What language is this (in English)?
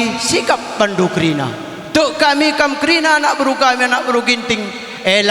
Batak Karo